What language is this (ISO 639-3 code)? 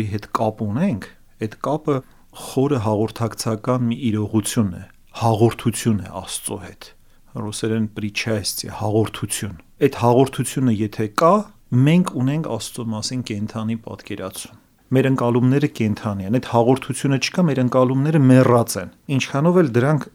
hye